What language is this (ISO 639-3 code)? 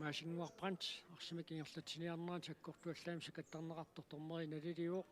kal